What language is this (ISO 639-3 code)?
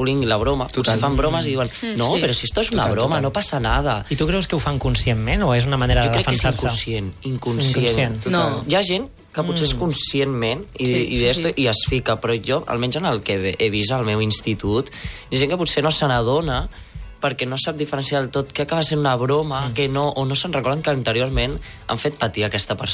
cat